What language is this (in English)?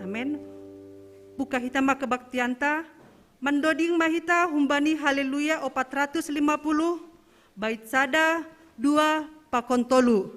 Batak Simalungun